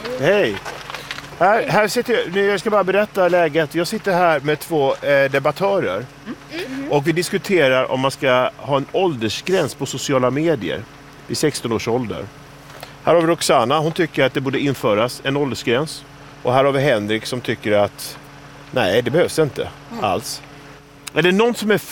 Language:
Swedish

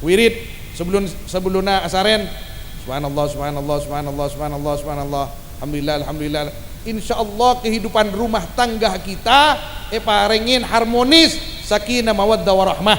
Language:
Madurese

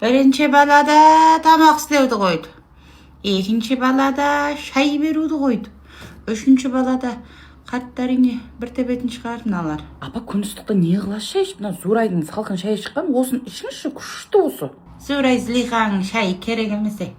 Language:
Kazakh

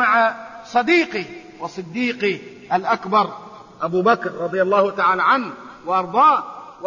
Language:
Arabic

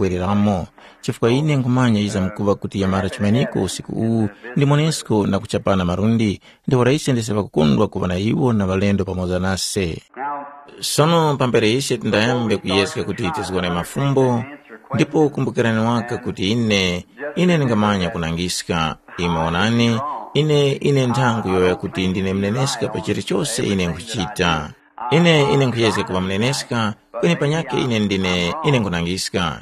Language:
Tumbuka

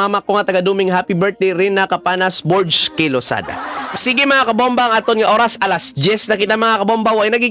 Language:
Hiligaynon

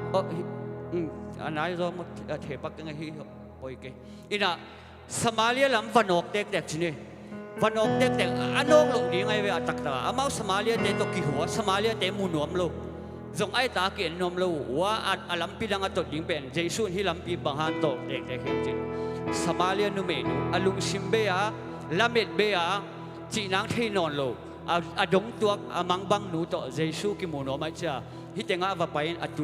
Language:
Tedim Chin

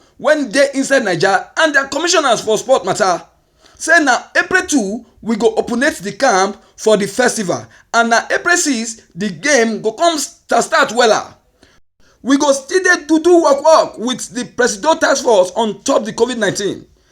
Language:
Nigerian Pidgin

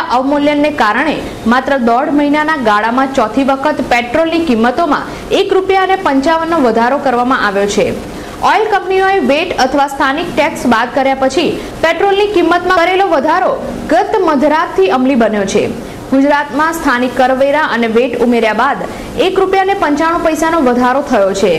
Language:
Gujarati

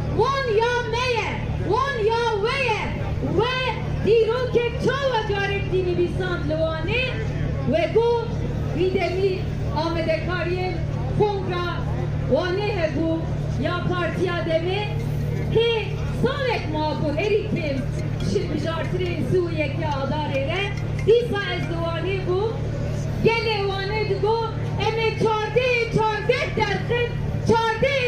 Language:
Kurdish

